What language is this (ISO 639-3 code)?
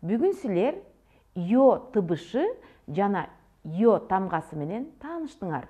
kir